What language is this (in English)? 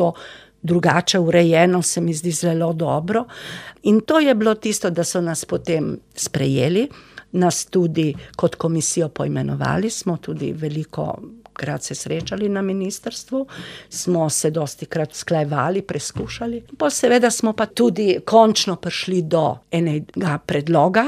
Slovenian